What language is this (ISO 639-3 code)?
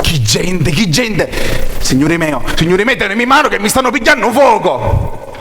scn